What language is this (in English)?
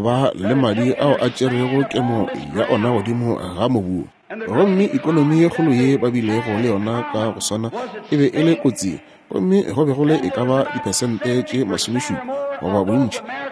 Northern Sotho